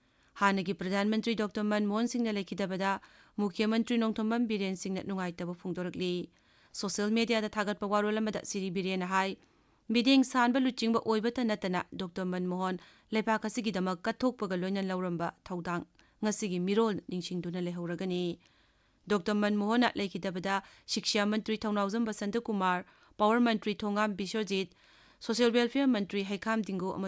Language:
Manipuri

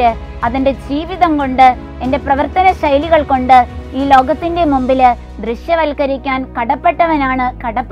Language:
Malayalam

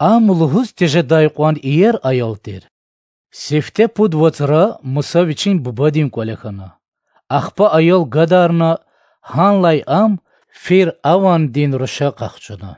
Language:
Lezghian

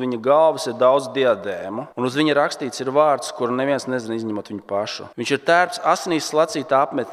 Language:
Latvian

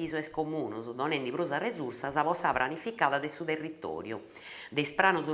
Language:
Sardinian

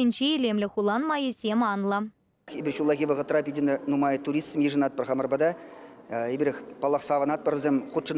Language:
Chuvash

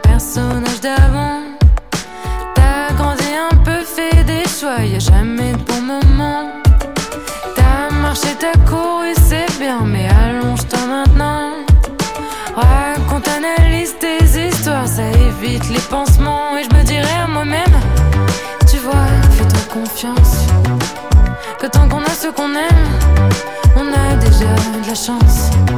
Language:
French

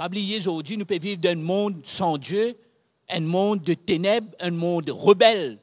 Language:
Morisyen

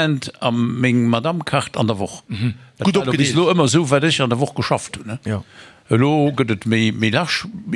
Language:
Luxembourgish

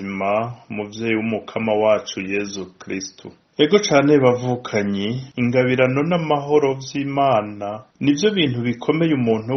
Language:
Rundi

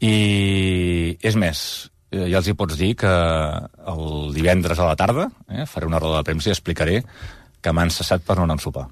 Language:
Catalan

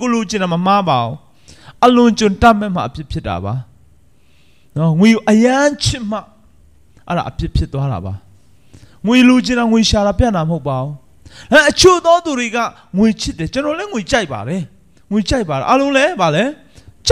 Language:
Burmese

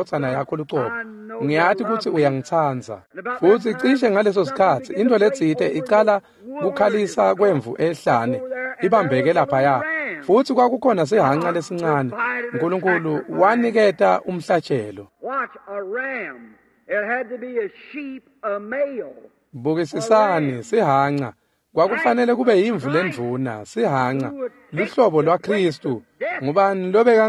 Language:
Swati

